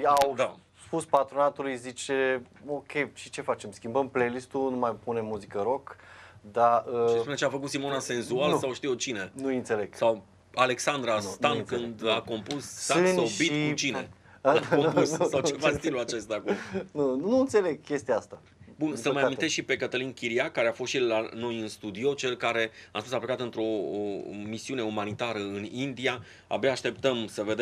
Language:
Romanian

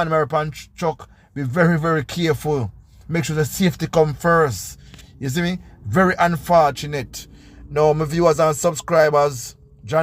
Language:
Jamaican Creole English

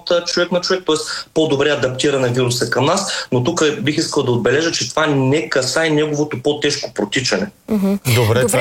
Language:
Bulgarian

